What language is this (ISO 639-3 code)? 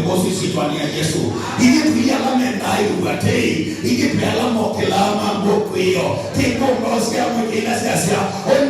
kam